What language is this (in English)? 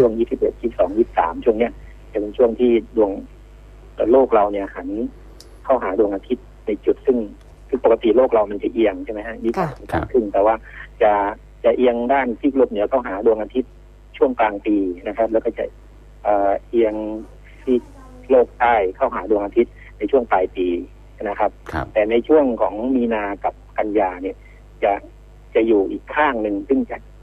Thai